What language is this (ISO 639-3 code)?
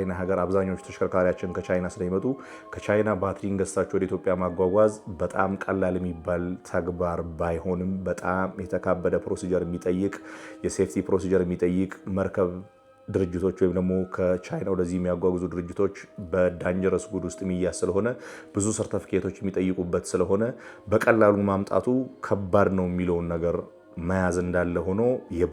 amh